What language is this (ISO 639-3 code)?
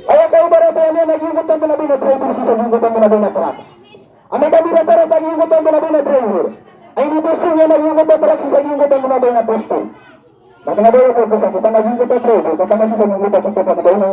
mrw